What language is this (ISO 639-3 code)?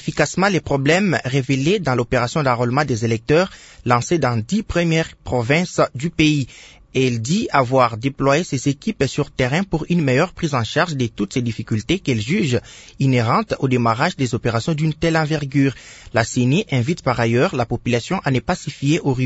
fra